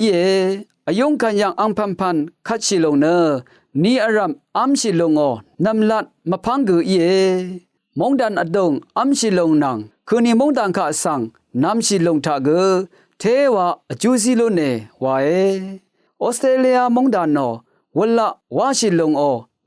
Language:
Rawang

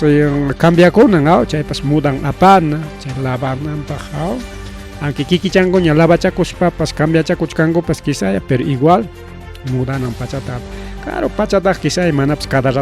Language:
Ayacucho Quechua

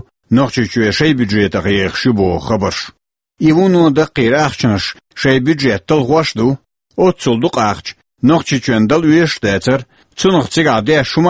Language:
Chechen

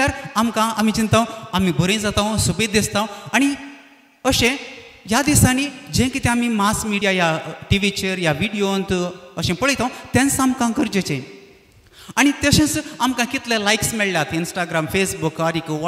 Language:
Konkani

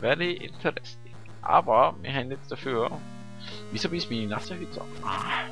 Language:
Swiss German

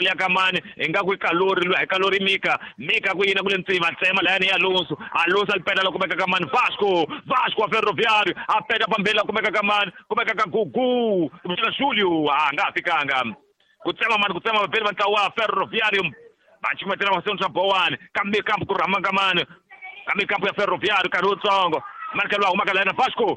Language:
Tsonga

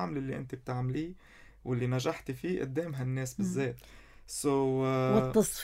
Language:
North Levantine Arabic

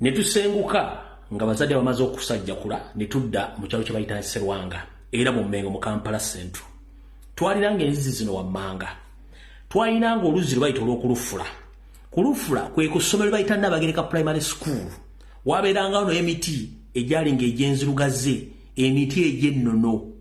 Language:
Ganda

